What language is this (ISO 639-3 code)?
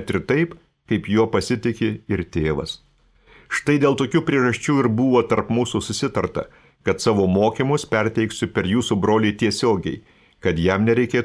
lit